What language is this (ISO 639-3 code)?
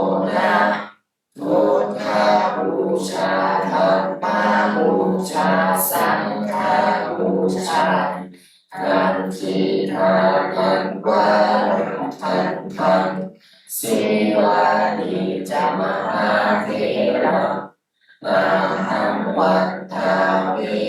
pli